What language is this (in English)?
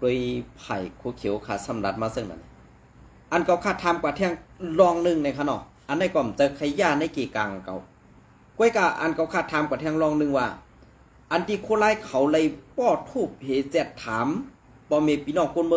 Shan